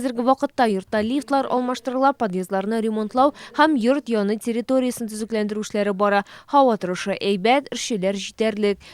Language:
Tatar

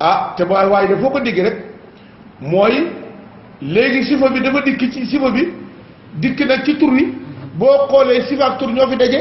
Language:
Wolof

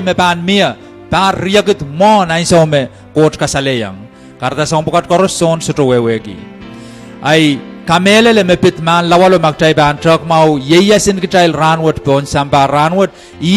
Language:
Pohnpeian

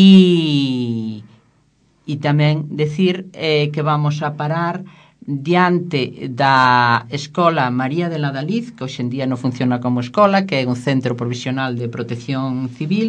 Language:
Galician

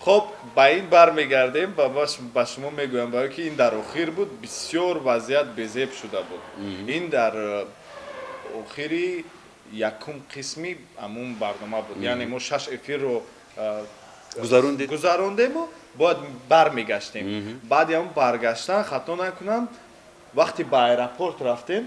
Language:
Tajik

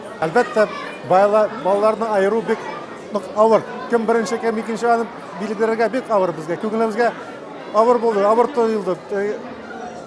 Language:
Tatar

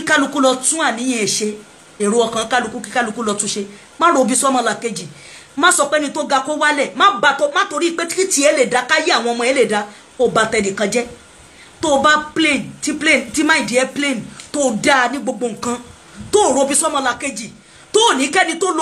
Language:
Yoruba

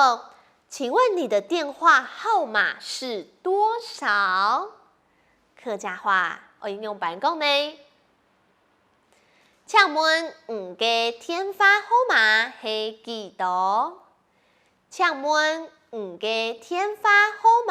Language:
Hakka Chinese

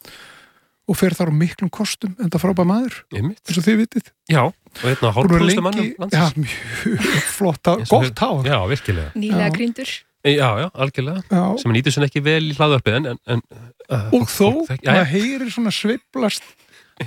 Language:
Icelandic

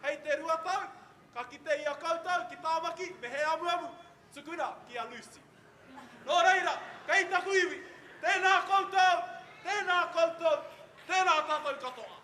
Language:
Māori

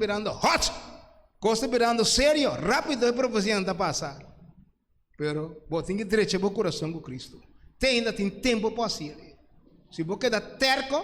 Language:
Papiamento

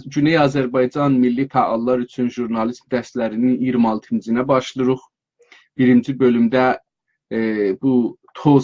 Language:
South Azerbaijani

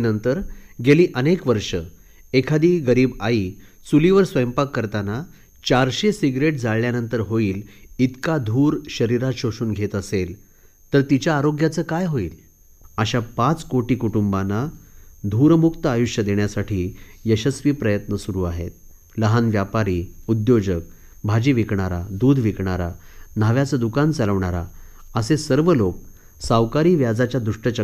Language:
Marathi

